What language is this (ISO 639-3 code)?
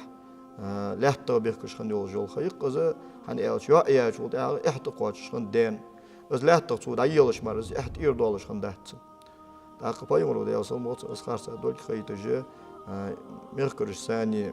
inh